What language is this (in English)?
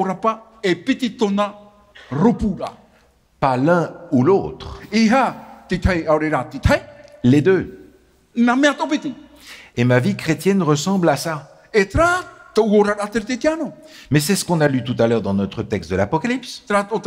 Tahitian